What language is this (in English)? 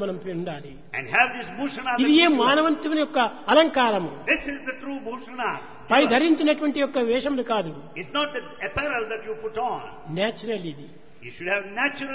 Telugu